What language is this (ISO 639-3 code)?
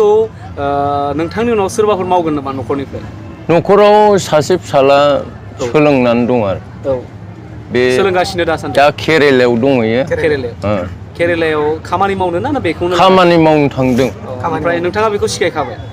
brx